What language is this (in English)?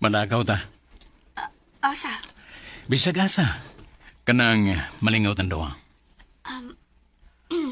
Cebuano